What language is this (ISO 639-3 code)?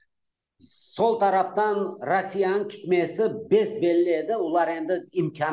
crh